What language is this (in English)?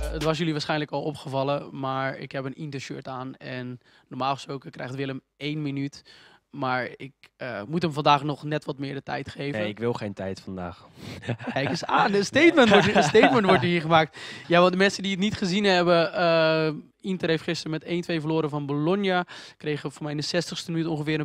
Dutch